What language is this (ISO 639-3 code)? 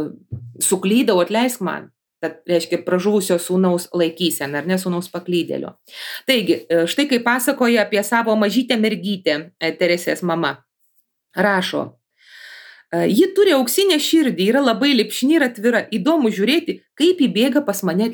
lit